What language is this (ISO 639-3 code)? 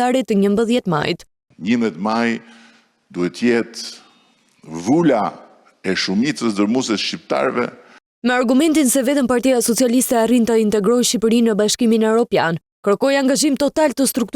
sqi